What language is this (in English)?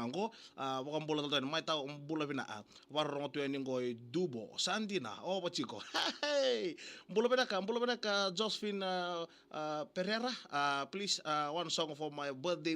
Fijian